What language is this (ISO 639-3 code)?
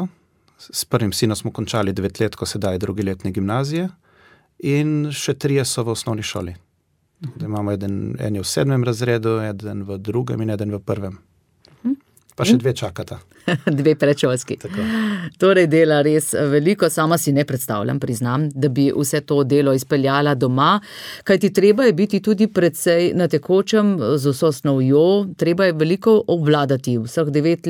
slv